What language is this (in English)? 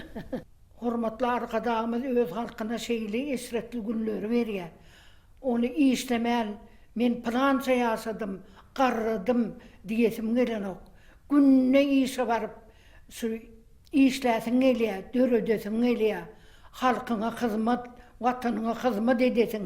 Turkmen